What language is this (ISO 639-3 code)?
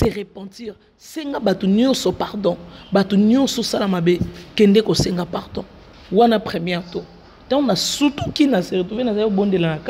lin